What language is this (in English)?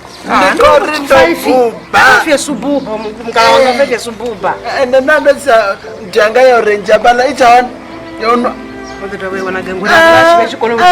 Venda